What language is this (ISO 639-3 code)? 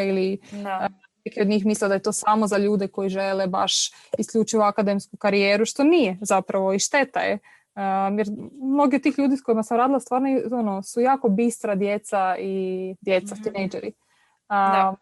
hrv